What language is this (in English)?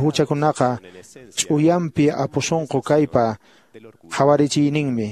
Quechua